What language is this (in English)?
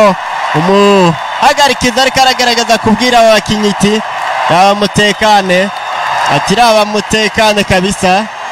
Rundi